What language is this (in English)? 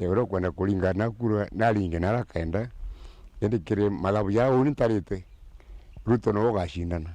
Meru